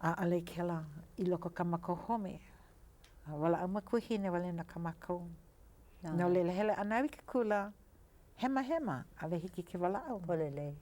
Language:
Hawaiian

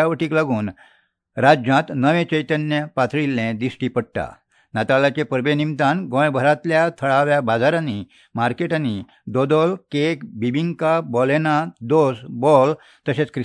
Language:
Konkani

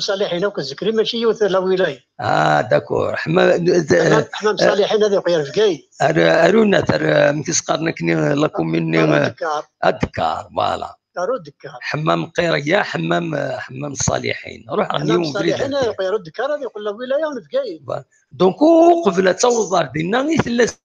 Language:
Kabyle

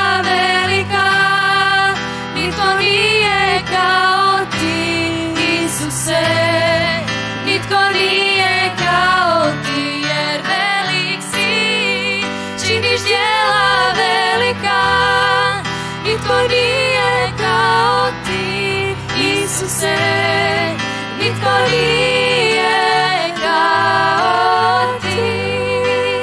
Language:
Croatian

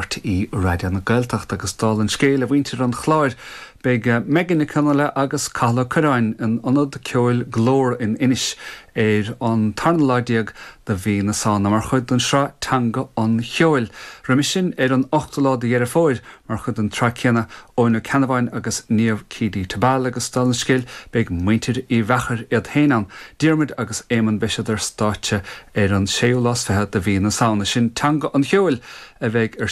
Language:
Irish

